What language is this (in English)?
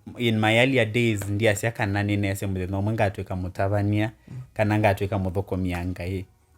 Kamba